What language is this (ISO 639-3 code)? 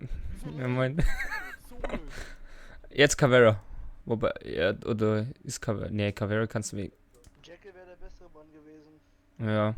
gsw